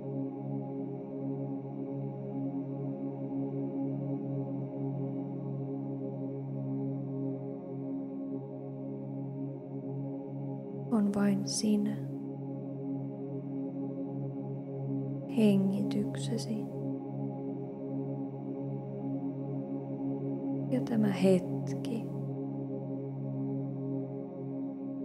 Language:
Finnish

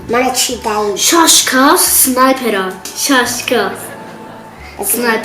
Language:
Tajik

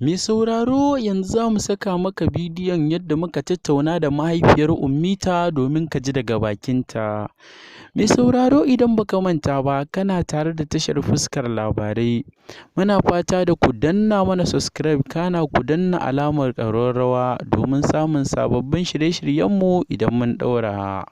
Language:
Hausa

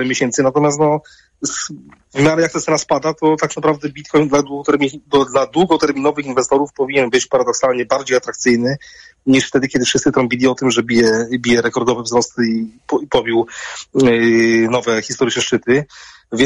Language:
Polish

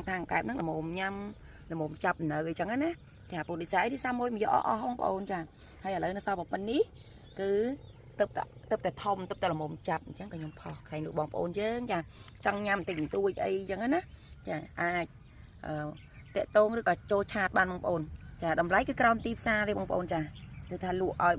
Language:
Khmer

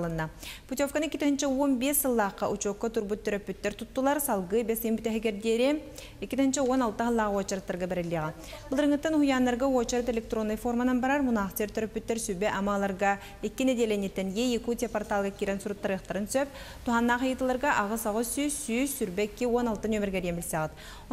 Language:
Yakut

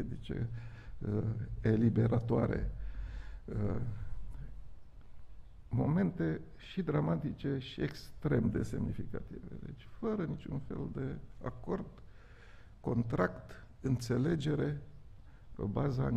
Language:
Romanian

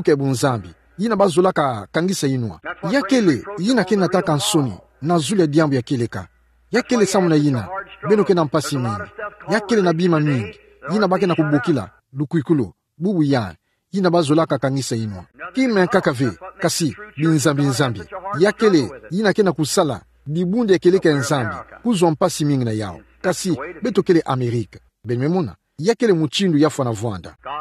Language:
Kituba (Democratic Republic of Congo)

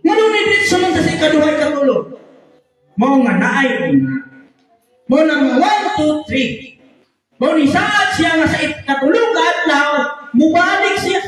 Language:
Cebuano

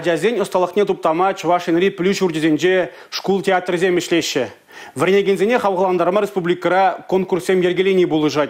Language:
Chuvash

